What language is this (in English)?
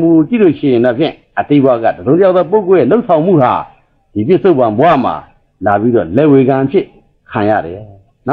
Burmese